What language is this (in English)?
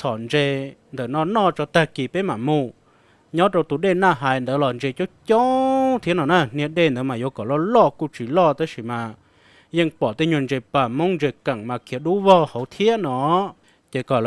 Hmong